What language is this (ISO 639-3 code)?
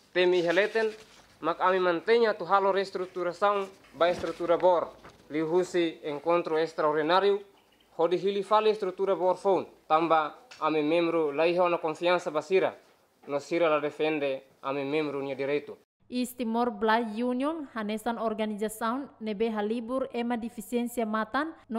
tet